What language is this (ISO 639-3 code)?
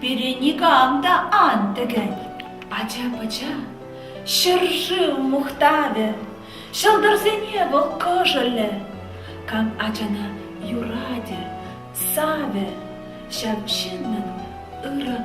chv